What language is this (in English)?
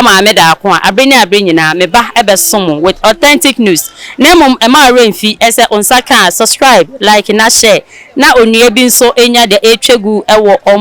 Akan